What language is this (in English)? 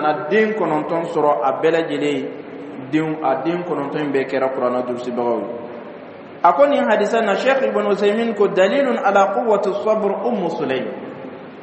Dyula